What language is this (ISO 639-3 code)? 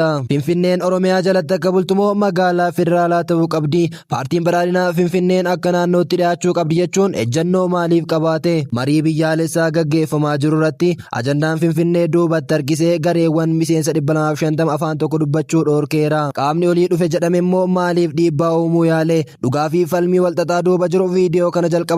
orm